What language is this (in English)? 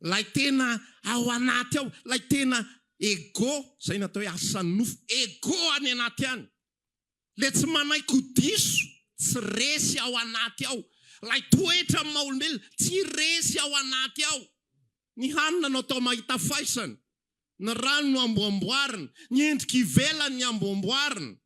Malagasy